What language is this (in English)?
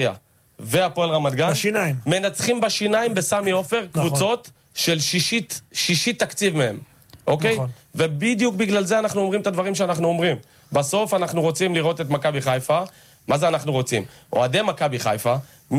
Hebrew